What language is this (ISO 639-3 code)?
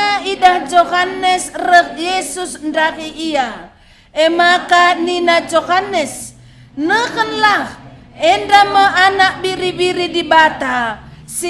btx